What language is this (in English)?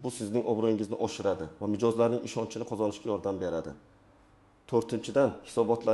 Uzbek